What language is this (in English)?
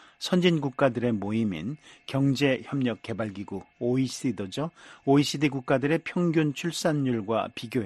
Korean